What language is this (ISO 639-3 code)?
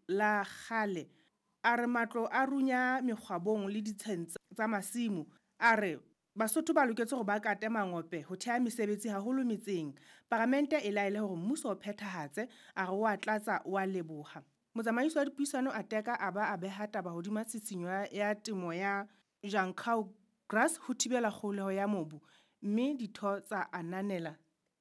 sot